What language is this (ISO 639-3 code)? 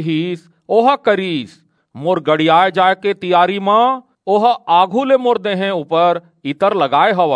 hne